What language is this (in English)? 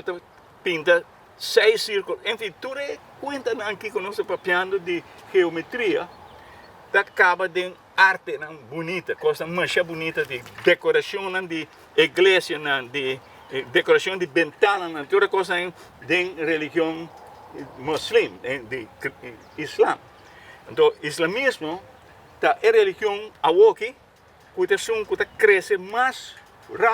Papiamento